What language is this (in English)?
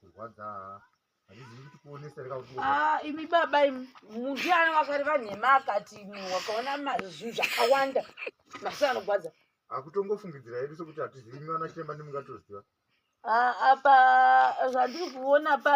Shona